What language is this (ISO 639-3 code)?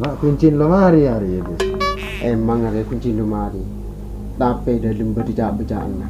mad